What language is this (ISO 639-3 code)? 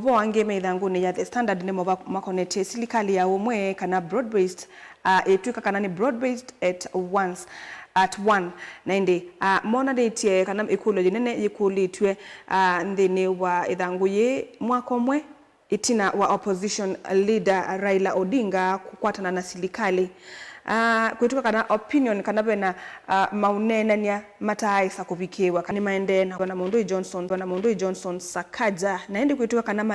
kam